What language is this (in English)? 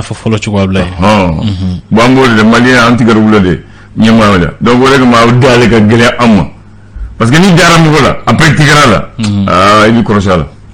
Bambara